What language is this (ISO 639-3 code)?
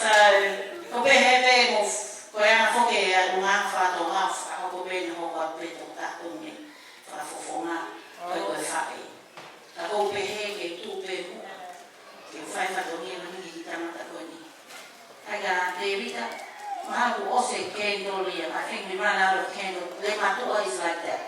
ton